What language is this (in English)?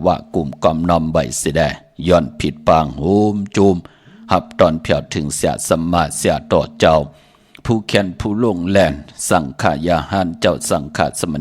Shan